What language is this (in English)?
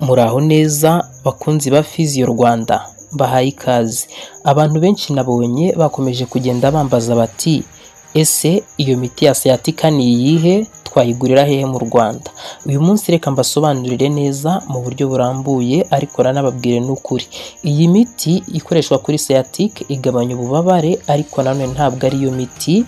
Kinyarwanda